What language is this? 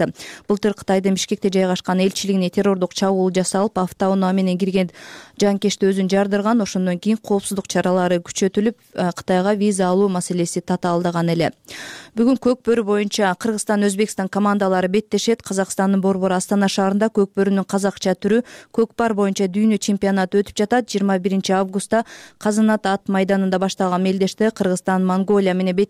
Kyrgyz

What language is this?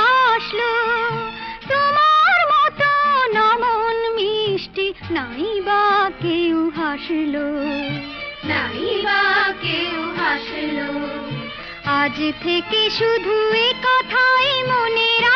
Bangla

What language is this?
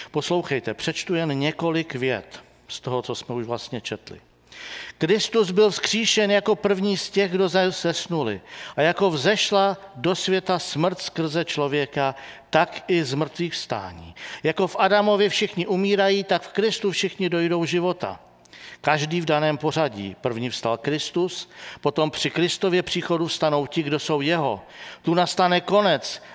Czech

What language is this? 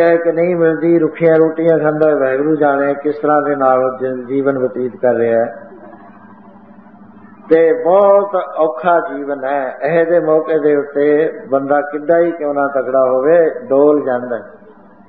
Punjabi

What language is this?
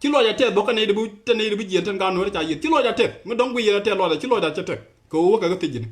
Nuer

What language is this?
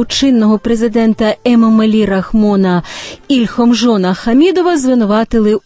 Ukrainian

